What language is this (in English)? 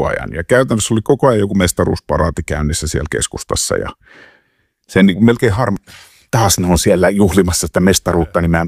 Finnish